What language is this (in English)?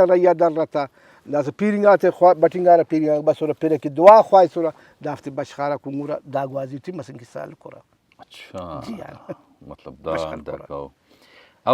Brahui